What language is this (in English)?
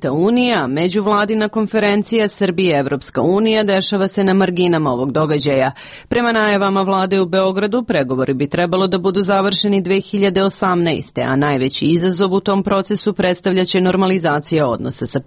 Serbian